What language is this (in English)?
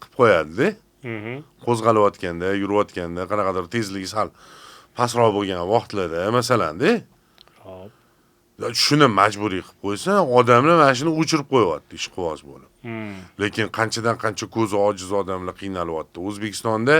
Uzbek